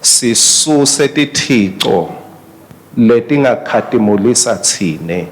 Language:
Swati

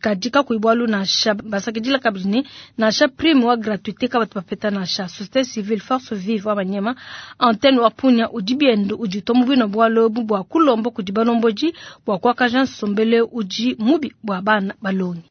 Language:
Luba-Lulua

